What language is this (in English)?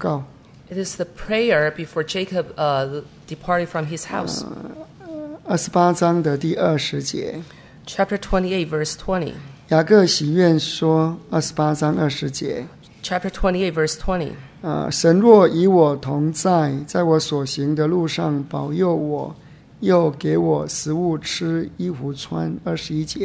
Chinese